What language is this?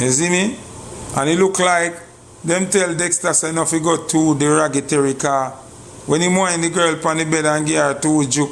Jamaican Creole English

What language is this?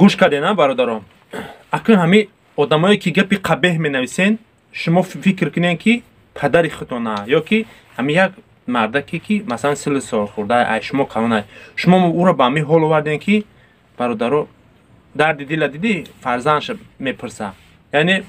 Tajik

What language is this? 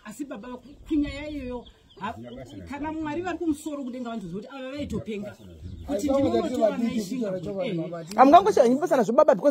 Shona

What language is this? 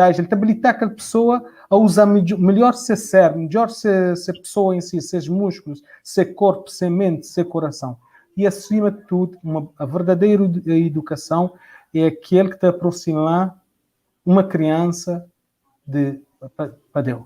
Kabuverdianu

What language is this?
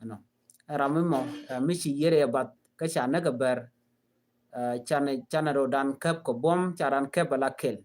Nuer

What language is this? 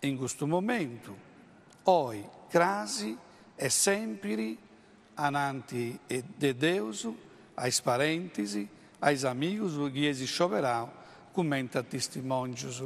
Sardinian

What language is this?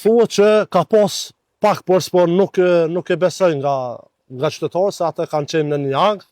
Albanian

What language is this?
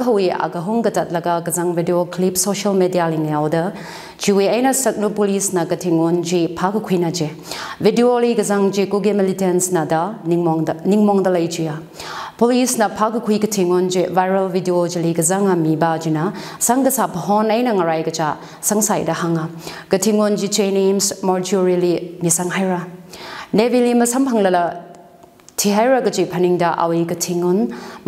Tangkhul Naga (India)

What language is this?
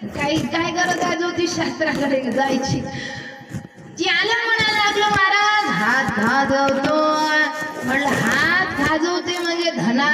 Marathi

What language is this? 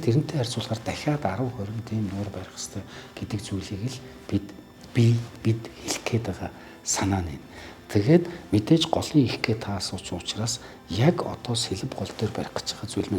Mongolian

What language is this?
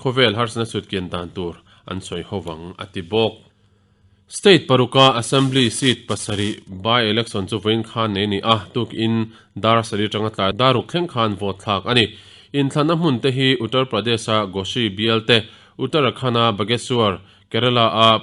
Mizo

